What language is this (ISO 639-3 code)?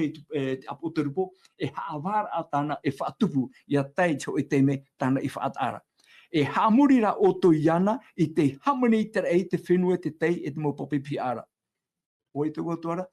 tah